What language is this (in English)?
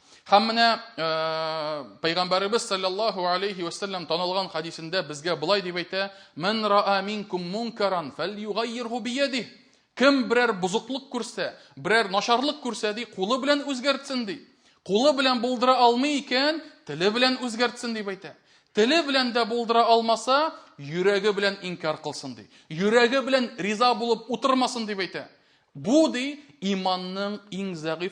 Tatar